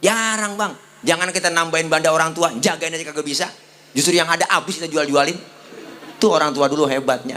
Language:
Betawi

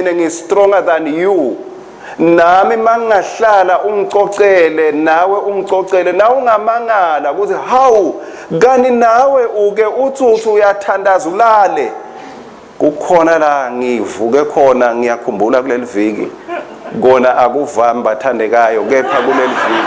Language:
Swati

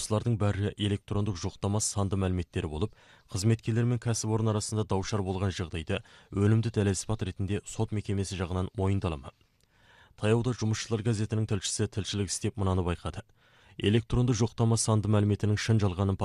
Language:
Kazakh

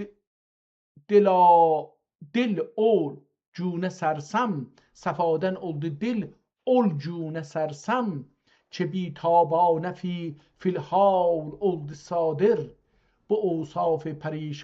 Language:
South Azerbaijani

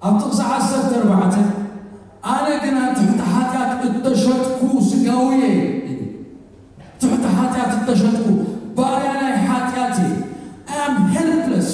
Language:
Tigrinya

